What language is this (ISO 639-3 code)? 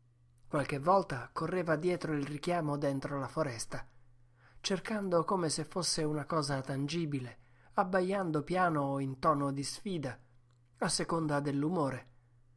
ita